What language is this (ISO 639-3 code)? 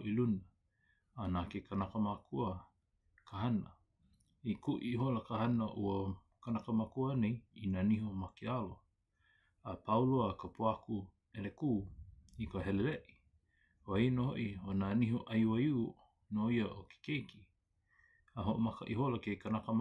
haw